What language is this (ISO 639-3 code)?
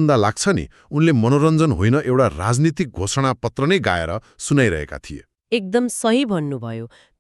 nep